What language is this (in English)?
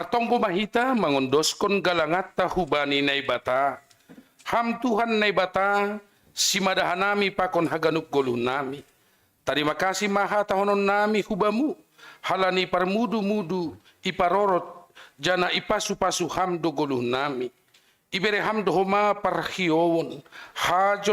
Batak Simalungun